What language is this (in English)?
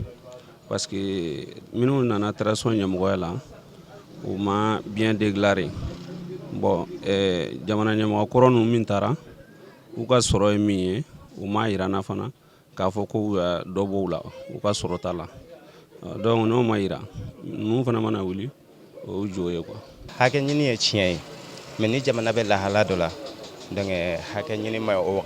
Bambara